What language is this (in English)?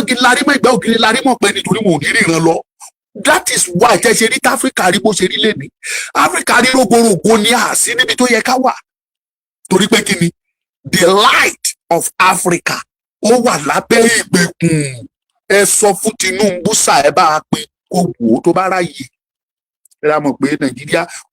Yoruba